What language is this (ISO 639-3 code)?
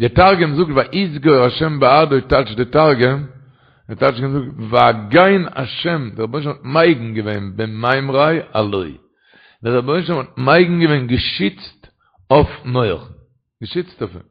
yid